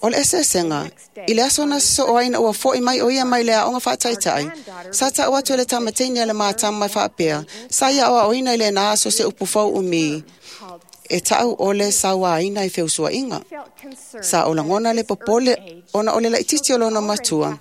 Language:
Samoan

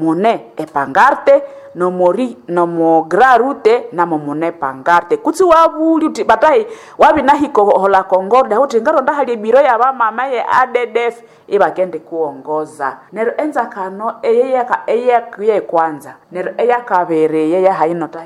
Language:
Nande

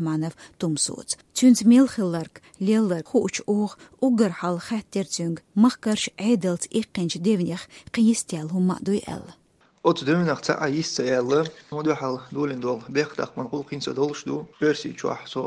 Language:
Chechen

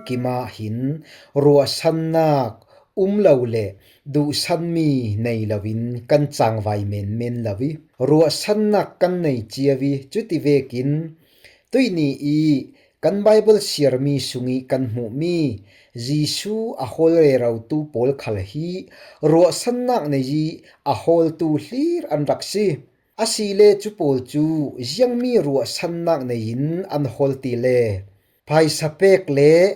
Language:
Falam Chin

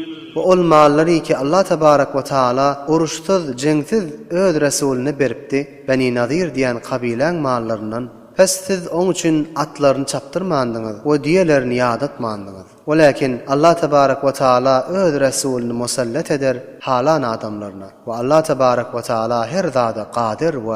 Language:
Turkmen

